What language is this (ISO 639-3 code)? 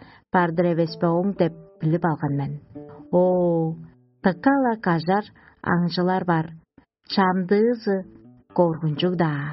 tyv